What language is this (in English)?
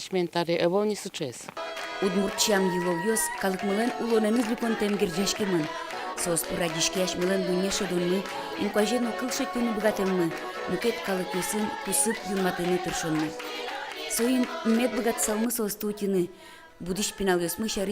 Udmurt